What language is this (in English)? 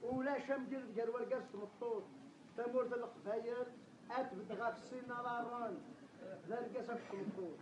Kabyle